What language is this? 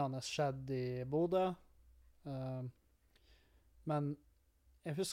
Norwegian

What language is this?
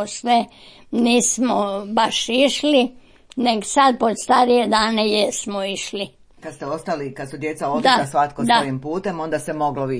Croatian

